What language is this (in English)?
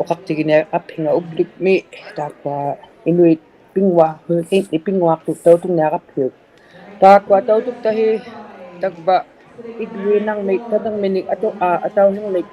Inuktitut